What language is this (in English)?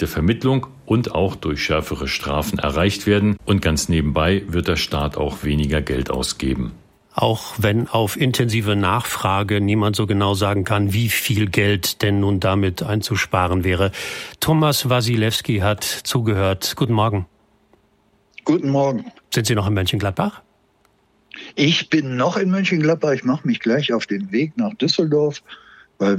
German